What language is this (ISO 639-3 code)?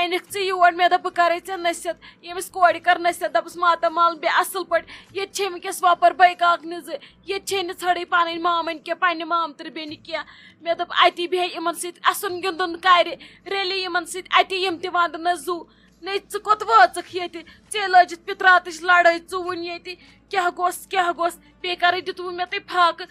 kas